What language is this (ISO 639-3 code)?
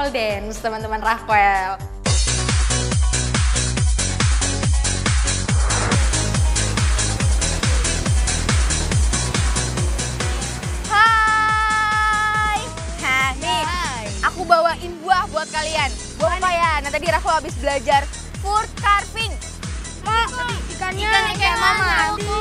ind